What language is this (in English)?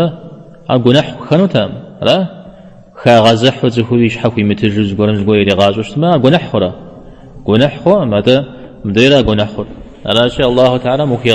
Kabardian